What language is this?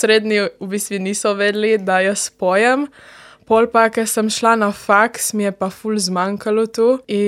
Slovenian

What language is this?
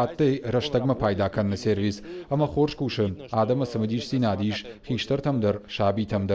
Ossetic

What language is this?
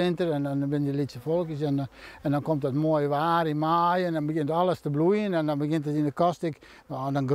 Western Frisian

